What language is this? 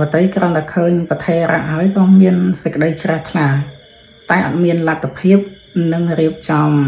Khmer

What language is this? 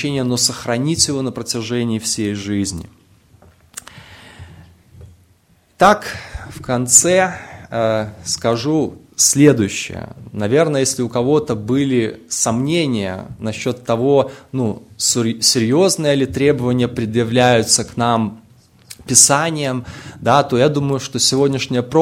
Russian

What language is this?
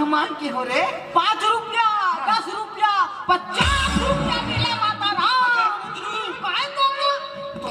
Chhattisgarhi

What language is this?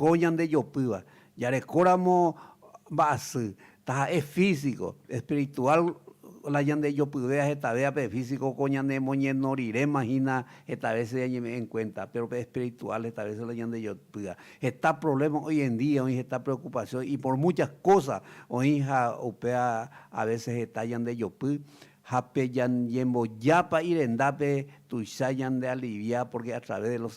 Guarani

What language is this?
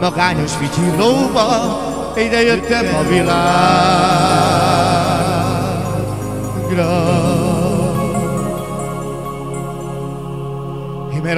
Hungarian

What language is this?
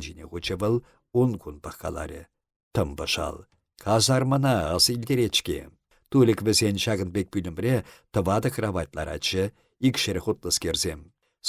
Chuvash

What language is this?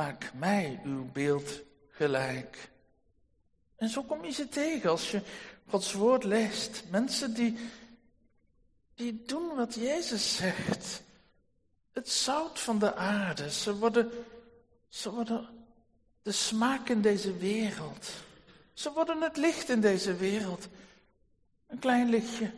Dutch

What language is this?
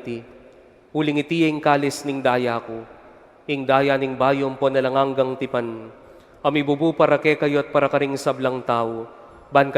Pampanga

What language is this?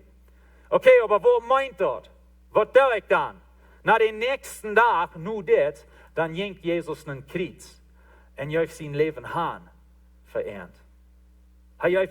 Plautdietsch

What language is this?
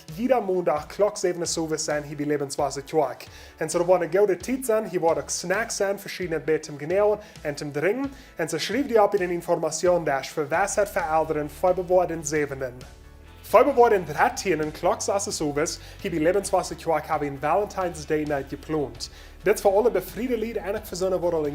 Plautdietsch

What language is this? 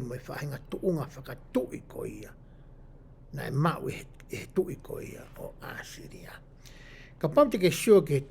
Tongan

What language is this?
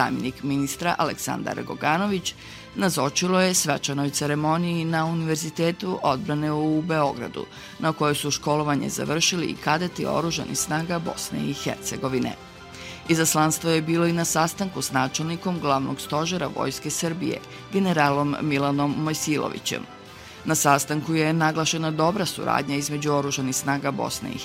Bosnian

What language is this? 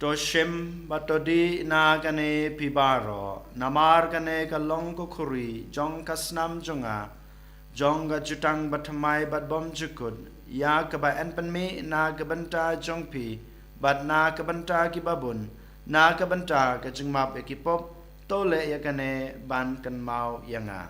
Khasi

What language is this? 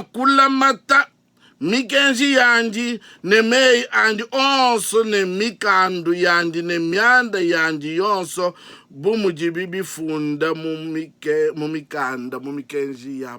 Luba-Lulua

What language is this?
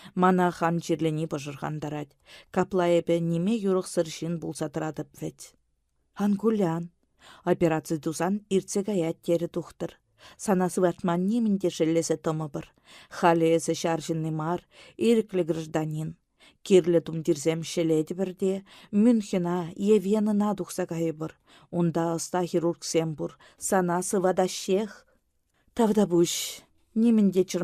Chuvash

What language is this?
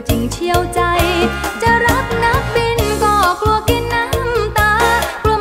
Thai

